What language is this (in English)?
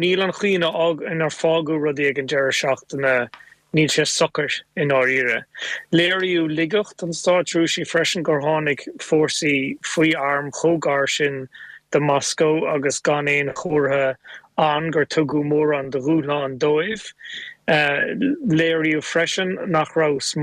Irish